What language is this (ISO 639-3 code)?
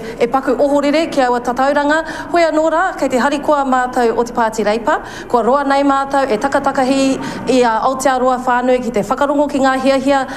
mri